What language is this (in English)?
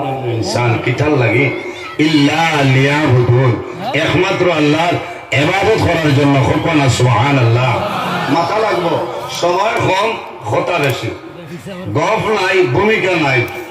Sylheti